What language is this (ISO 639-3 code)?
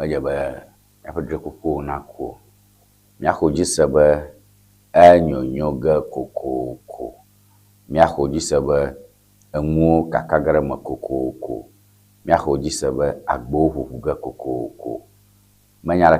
ewe